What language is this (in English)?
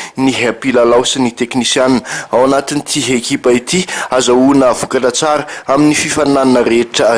Malagasy